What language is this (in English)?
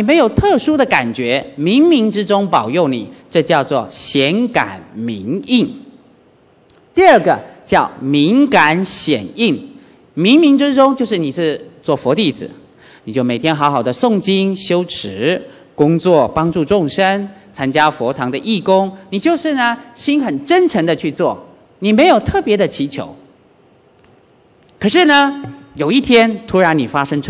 Chinese